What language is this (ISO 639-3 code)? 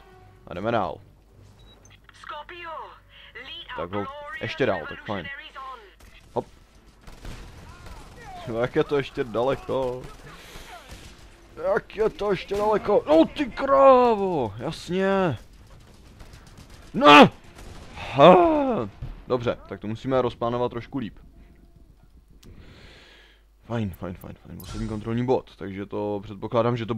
ces